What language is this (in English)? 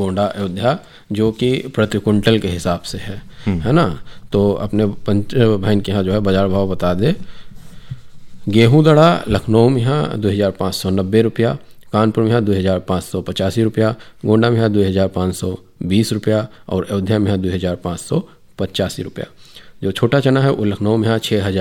Hindi